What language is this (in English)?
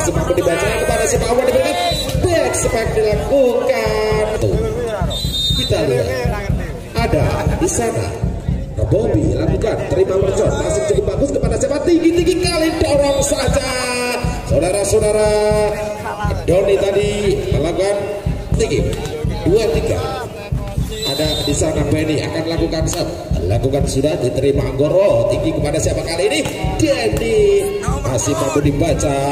Indonesian